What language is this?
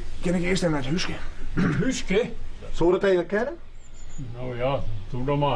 Western Frisian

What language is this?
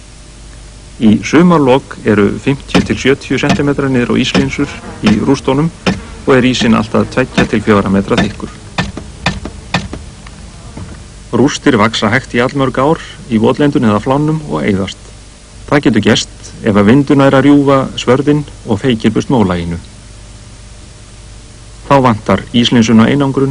Icelandic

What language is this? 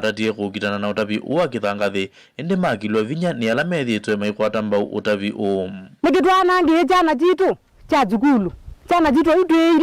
Kamba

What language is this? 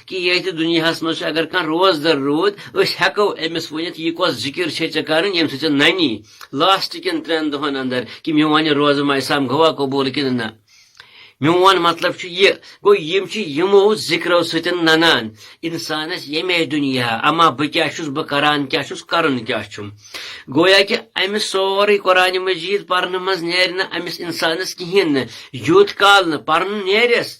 Kashmiri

